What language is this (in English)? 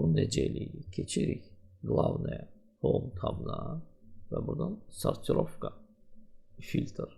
Azerbaijani